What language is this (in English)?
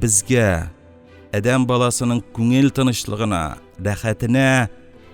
Tatar